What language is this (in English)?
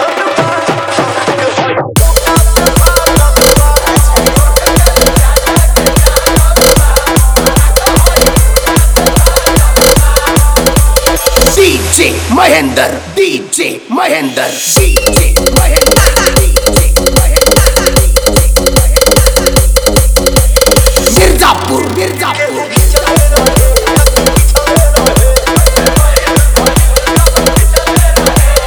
Bhojpuri